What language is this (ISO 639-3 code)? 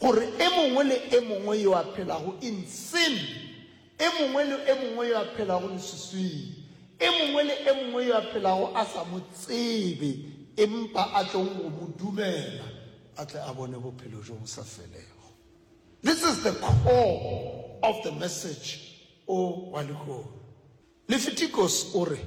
nso